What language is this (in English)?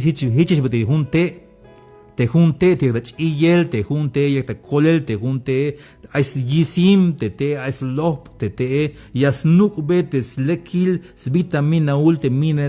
Tzeltal